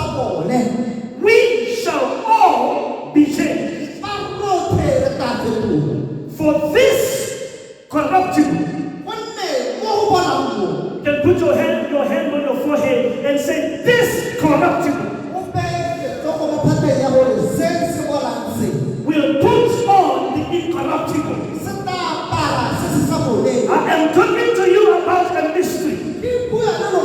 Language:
Tswana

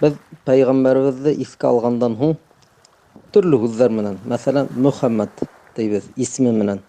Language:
Bashkir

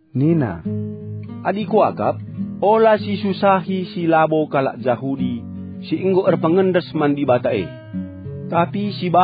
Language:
Batak Karo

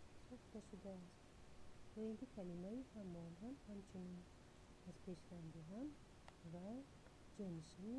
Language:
Tajik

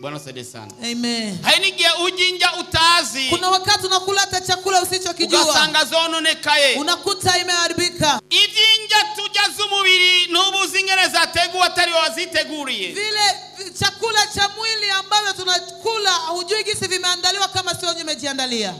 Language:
Rundi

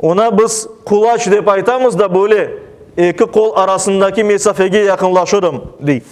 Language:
Crimean Tatar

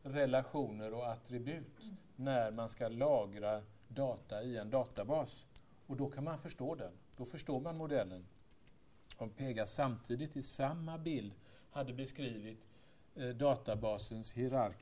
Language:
Swedish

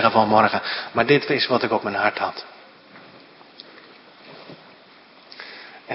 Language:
Dutch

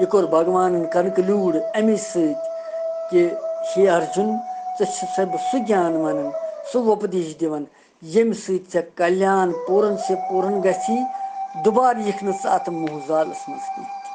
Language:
Kashmiri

